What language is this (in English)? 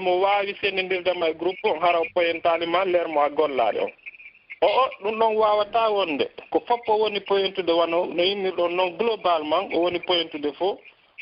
Pular